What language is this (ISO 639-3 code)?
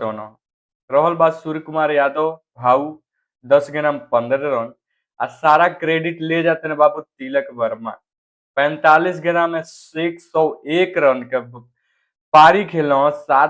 bho